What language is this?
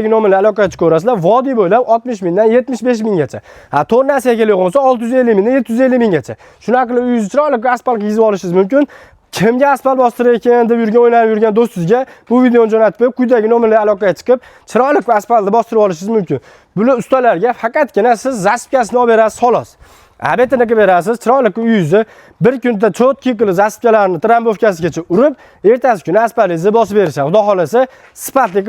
Uzbek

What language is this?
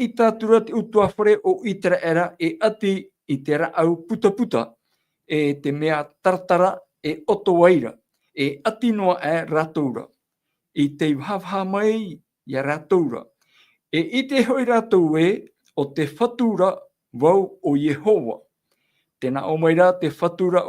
Tahitian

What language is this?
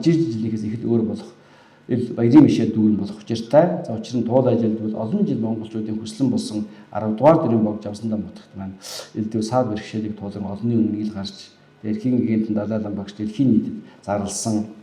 Mongolian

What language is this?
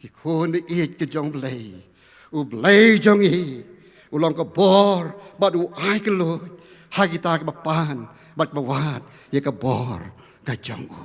Khasi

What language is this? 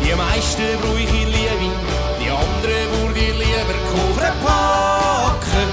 Swiss German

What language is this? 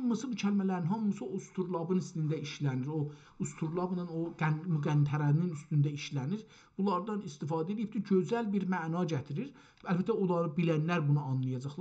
South Azerbaijani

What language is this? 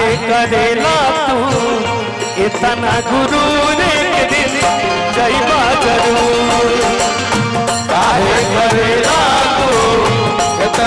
Bhojpuri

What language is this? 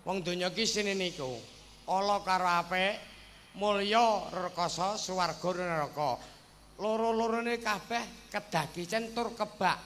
Javanese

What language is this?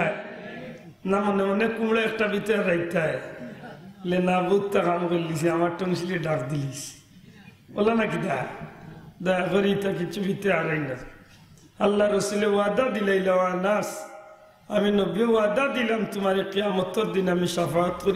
Sylheti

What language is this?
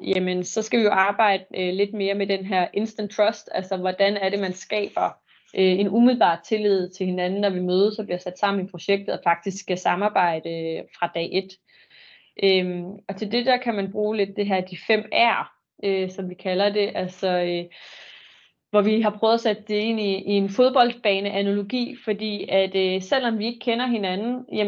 Danish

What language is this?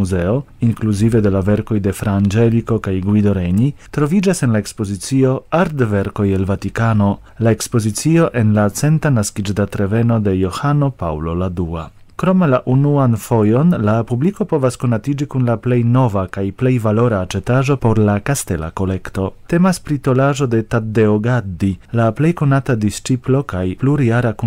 Esperanto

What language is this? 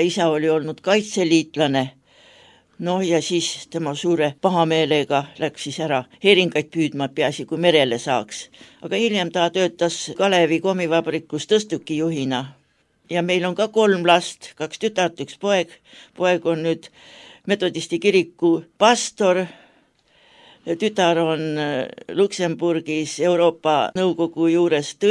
Estonian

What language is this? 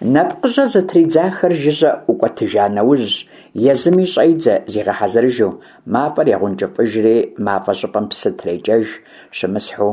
Kabardian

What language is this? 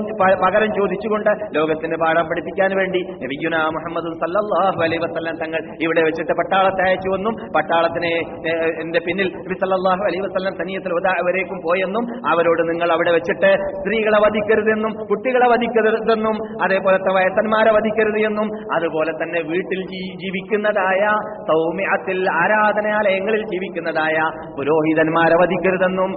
Malayalam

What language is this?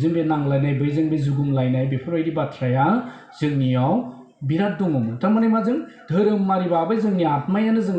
Bodo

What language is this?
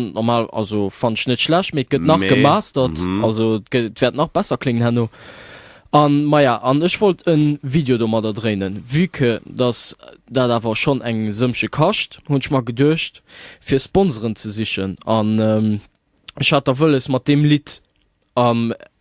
Luxembourgish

